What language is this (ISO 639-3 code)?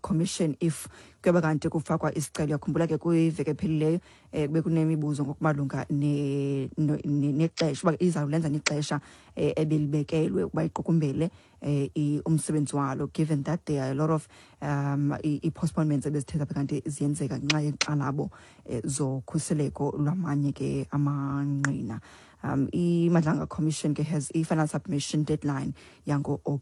xho